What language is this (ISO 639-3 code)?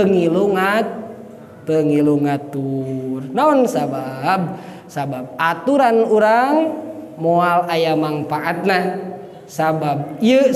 sun